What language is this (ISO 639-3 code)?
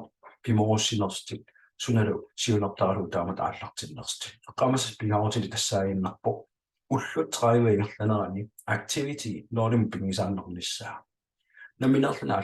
kal